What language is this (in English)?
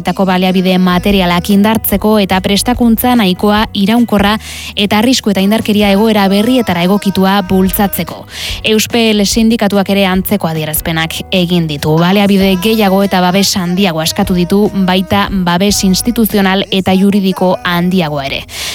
Basque